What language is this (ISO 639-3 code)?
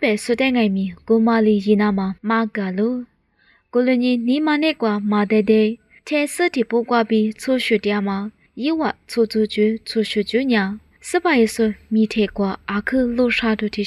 lis